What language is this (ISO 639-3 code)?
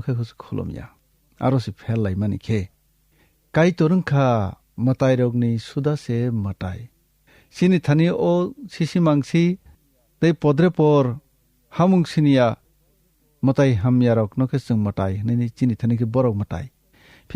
trp